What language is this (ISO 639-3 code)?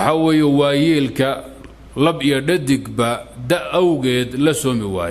som